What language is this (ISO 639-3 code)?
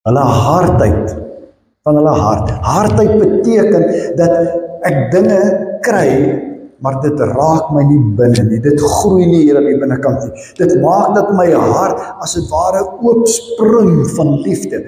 afr